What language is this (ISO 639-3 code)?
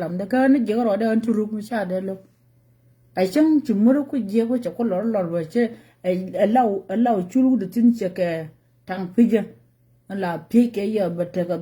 nus